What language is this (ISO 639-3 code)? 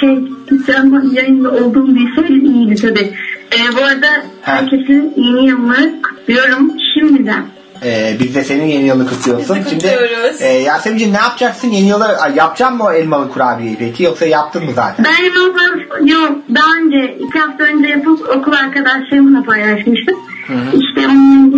tur